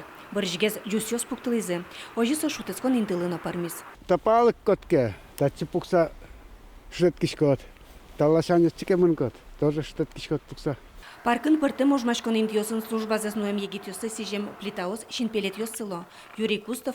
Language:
Udmurt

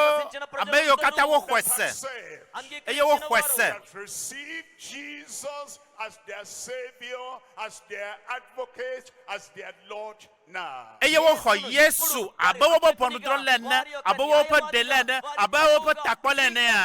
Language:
Ewe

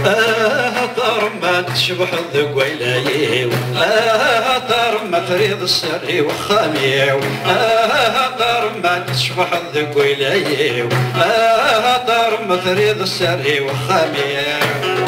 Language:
Kabyle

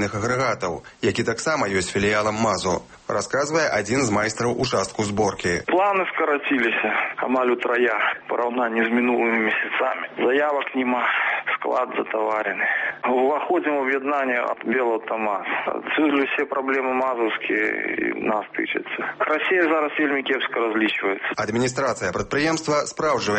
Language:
Belarusian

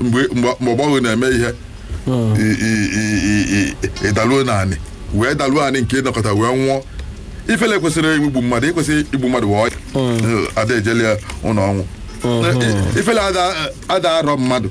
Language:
Igbo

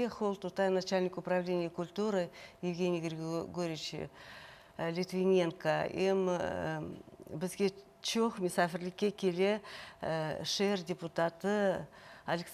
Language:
Crimean Tatar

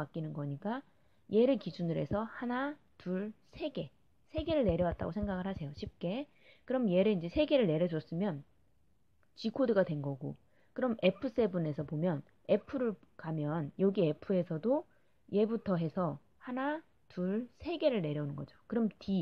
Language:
Korean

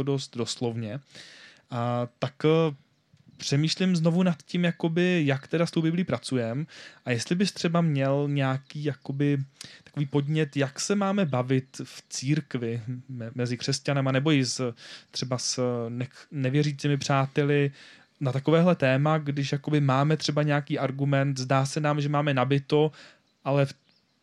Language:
Czech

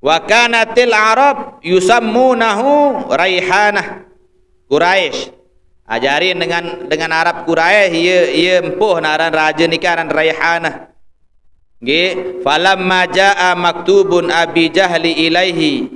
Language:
Sasak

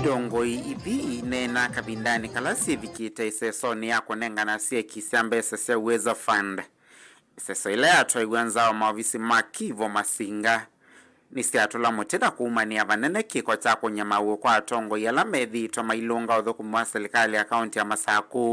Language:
Kamba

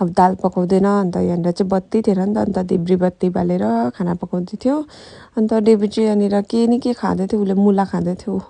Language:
Nepali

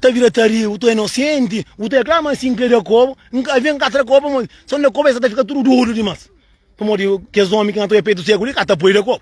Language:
Kabuverdianu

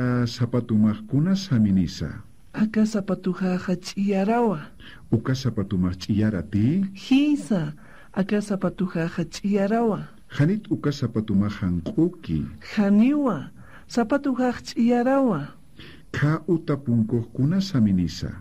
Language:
Aymara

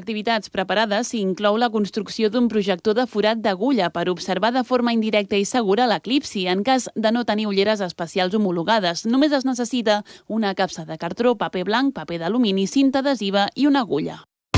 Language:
Catalan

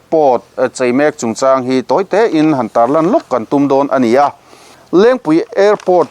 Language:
Mizo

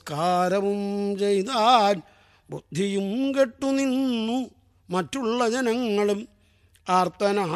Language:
Malayalam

